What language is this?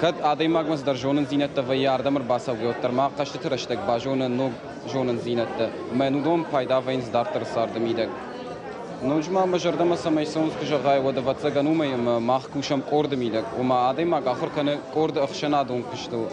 Ossetic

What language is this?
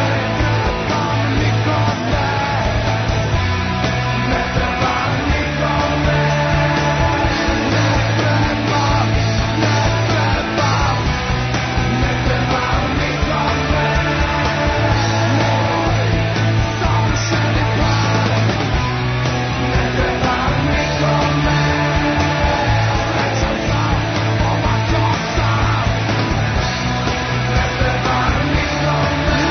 Serbian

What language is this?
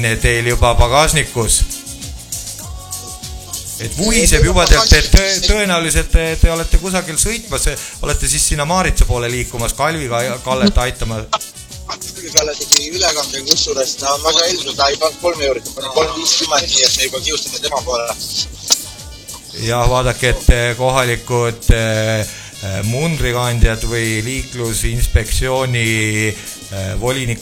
Estonian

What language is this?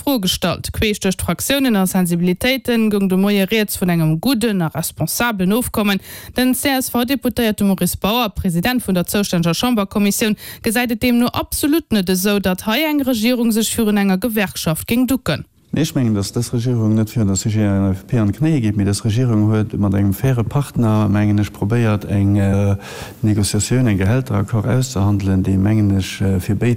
Luxembourgish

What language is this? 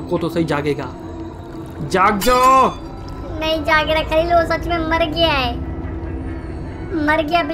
Hindi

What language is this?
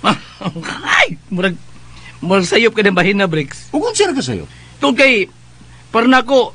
Cebuano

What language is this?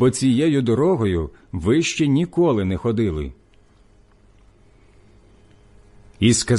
Ukrainian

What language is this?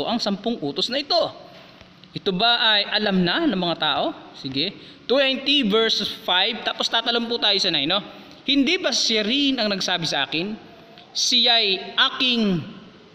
Filipino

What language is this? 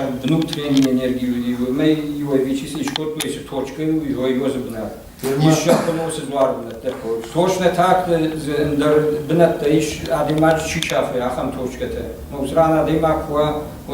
Ossetic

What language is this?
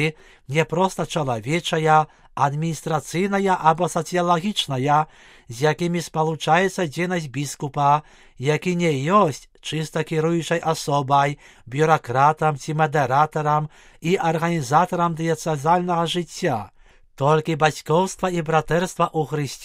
Belarusian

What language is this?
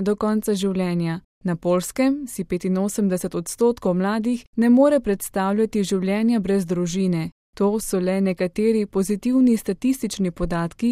Slovenian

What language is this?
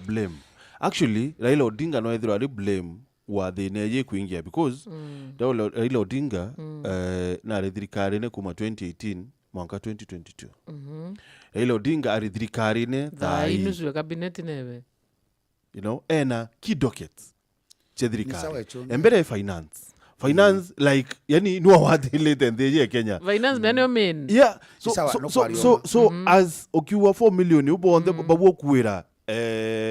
Meru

